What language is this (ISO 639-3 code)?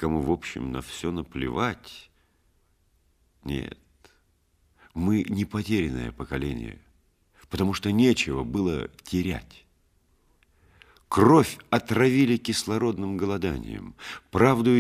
rus